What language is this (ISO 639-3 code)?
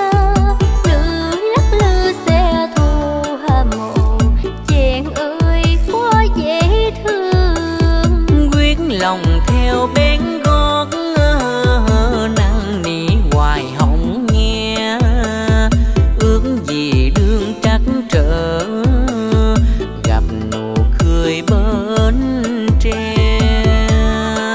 vie